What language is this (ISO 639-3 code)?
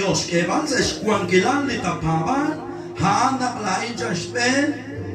kek